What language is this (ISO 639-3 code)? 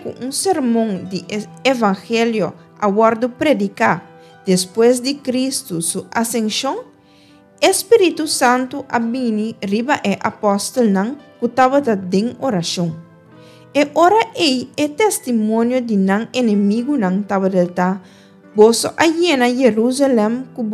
pap